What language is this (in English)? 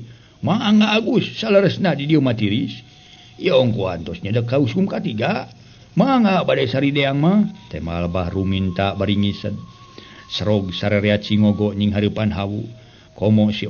Sundanese